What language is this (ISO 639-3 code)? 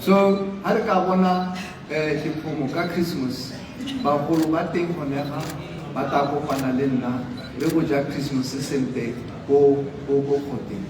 tsn